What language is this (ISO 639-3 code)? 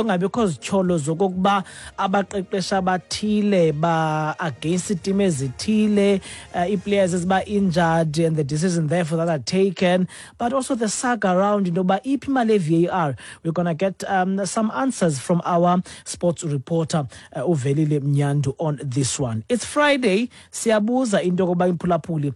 xho